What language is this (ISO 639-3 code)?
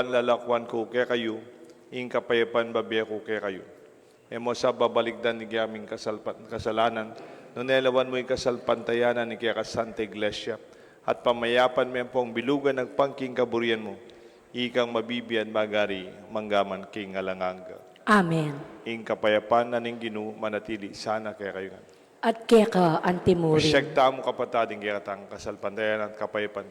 pam